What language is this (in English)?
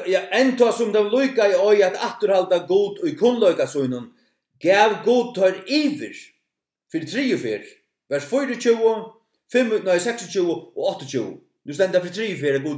Faroese